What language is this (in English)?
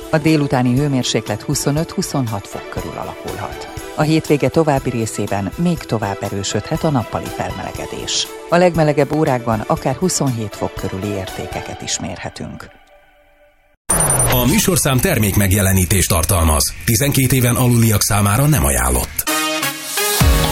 Hungarian